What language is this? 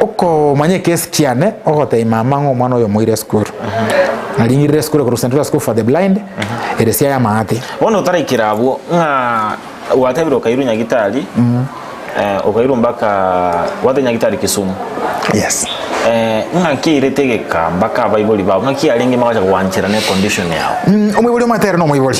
Gusii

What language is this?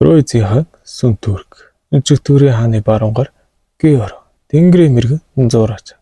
Mongolian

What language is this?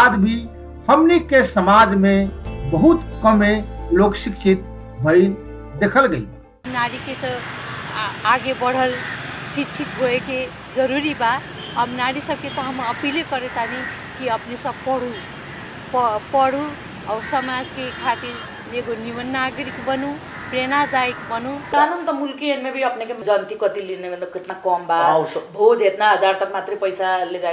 Bhojpuri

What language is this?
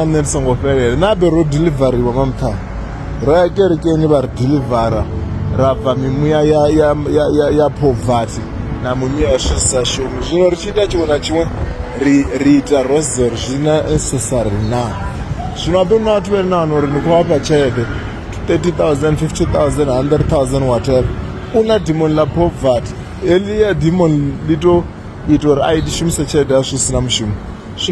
Venda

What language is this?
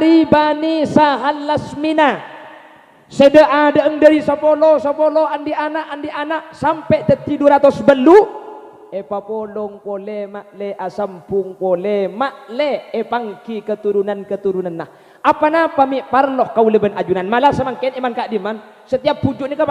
Madurese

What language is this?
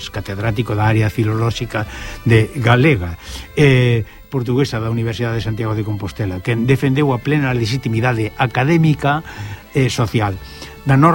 Galician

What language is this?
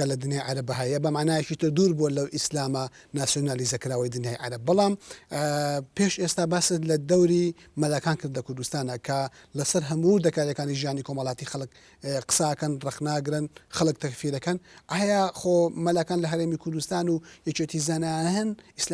Central Kurdish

